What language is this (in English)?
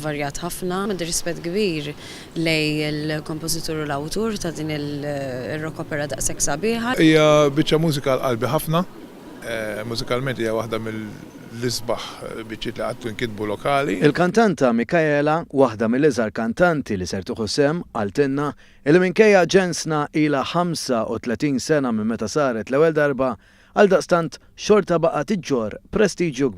Maltese